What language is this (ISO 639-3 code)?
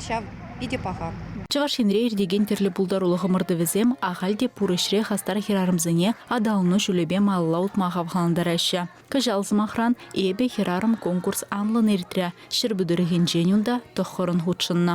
chv